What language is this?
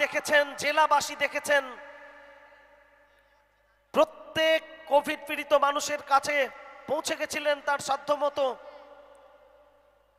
Bangla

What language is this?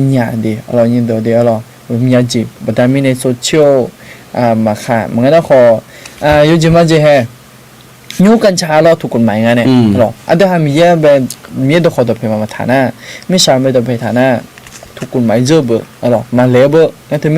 Akha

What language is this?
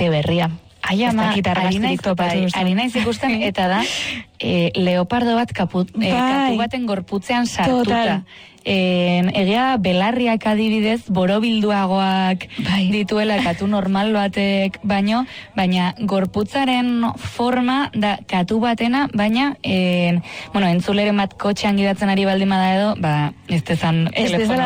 Basque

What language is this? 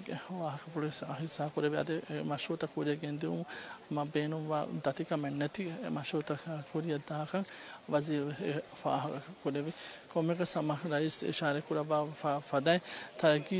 Divehi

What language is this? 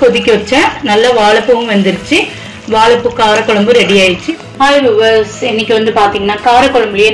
Tamil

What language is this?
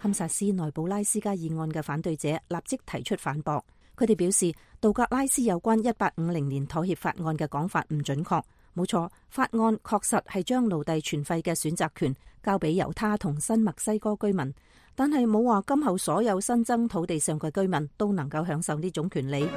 Cantonese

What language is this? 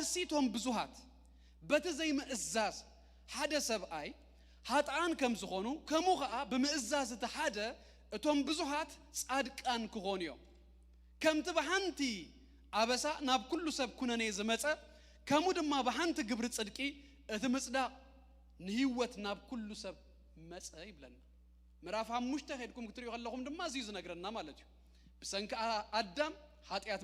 Tigrinya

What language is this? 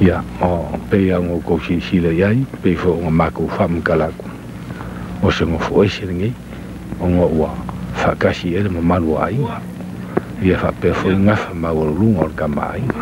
Samoan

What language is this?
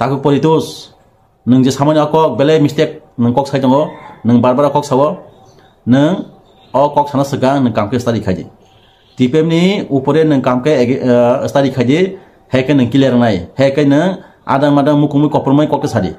Kok Borok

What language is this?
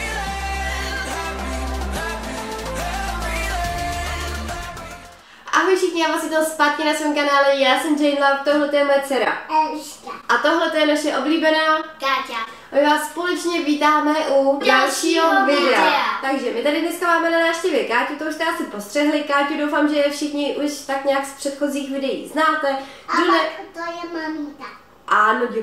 Czech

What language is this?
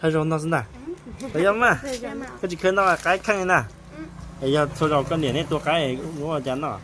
Hmong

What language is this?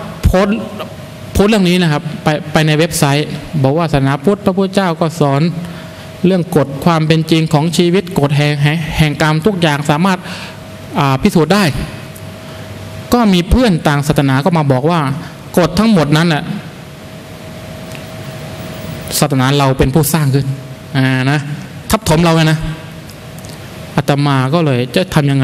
Thai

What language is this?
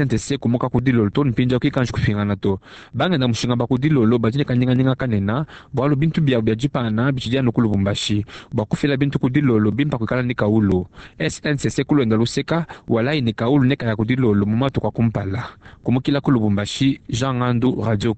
Luba-Lulua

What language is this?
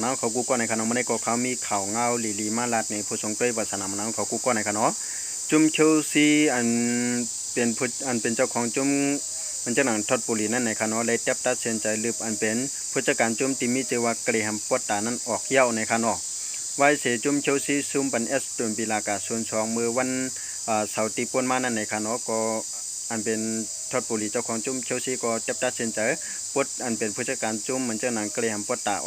Shan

